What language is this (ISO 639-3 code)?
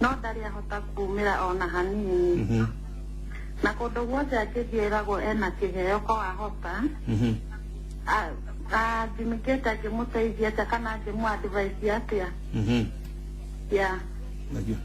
kik